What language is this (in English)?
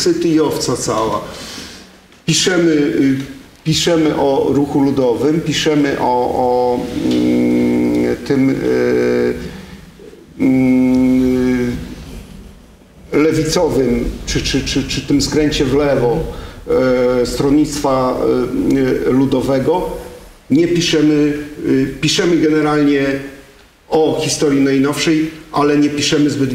Polish